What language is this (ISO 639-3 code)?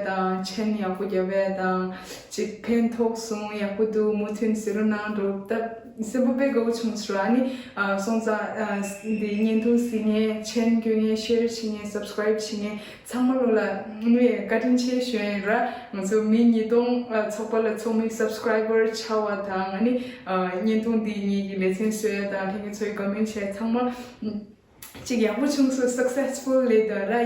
bod